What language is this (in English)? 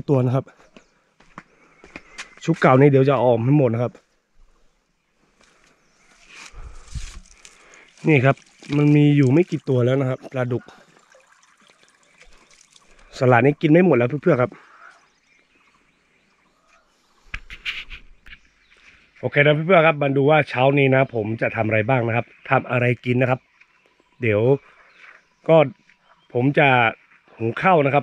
Thai